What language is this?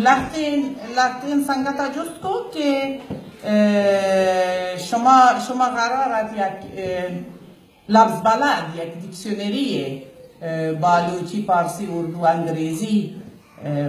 Baluchi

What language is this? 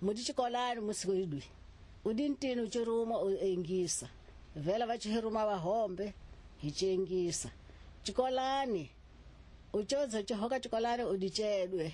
Tsonga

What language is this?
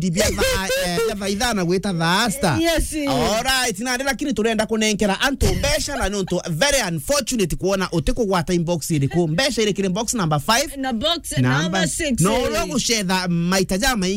Meru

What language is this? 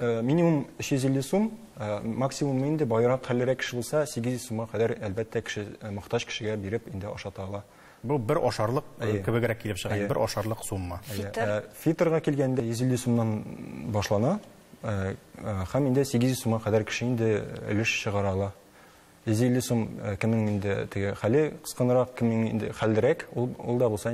Tatar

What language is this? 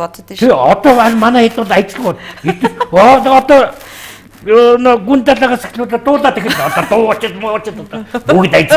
Mongolian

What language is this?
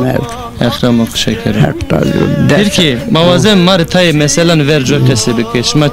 Zaza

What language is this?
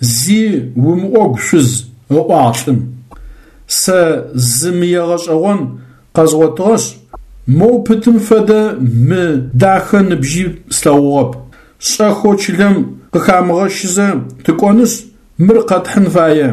Adyghe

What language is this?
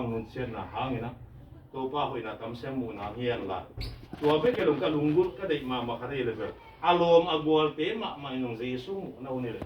Tedim Chin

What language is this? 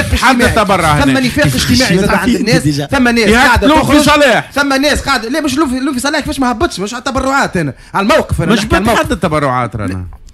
Tunisian Arabic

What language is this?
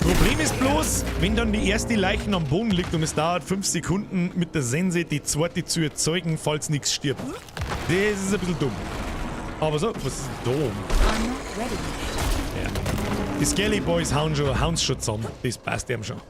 Bavarian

